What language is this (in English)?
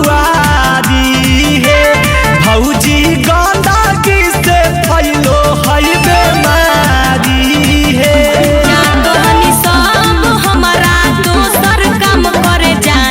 Magahi